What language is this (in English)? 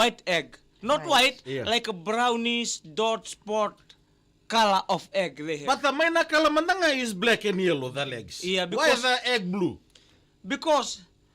Fijian